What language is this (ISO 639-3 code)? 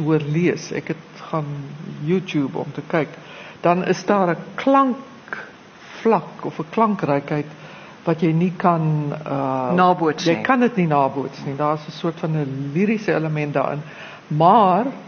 afr